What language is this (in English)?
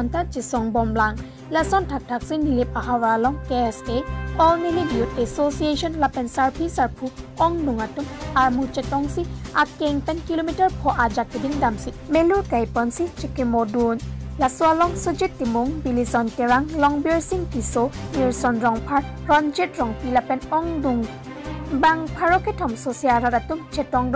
Karbi